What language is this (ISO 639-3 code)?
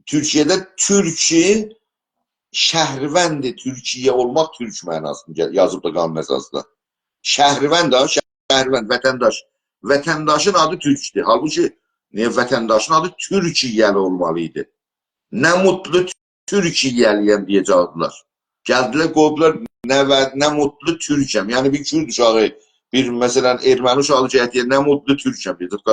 azb